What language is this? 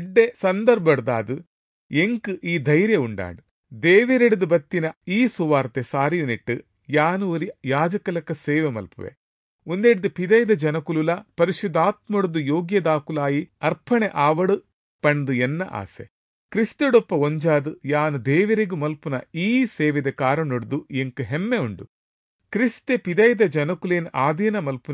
Tulu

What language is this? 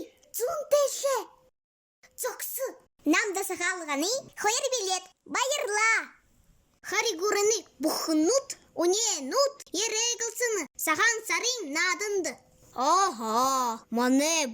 Buriat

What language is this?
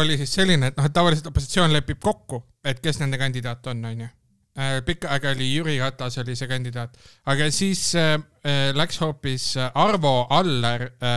Estonian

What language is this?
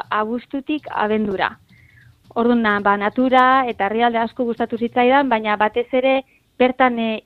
Basque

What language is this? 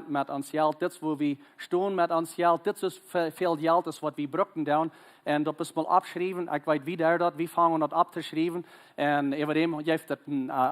Plautdietsch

